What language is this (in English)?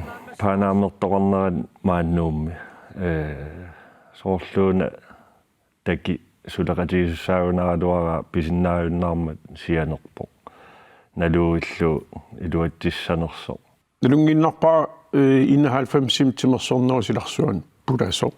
Kalaallisut